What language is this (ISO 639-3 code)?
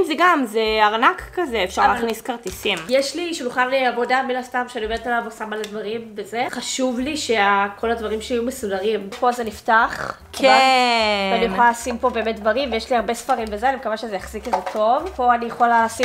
heb